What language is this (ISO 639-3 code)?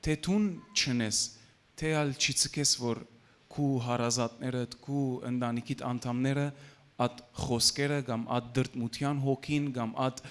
hyw